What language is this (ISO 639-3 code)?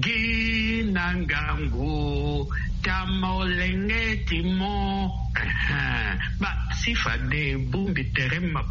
sag